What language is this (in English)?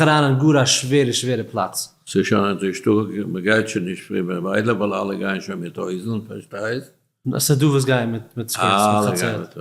Yiddish